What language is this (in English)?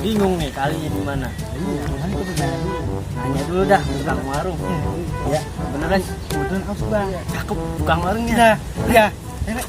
Betawi